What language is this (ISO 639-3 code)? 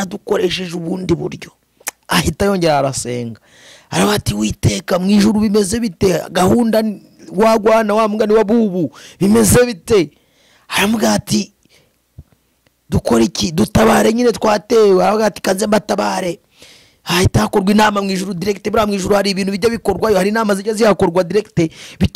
kin